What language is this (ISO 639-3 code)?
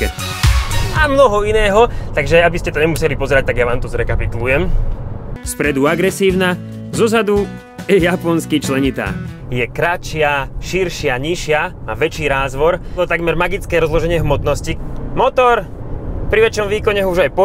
slk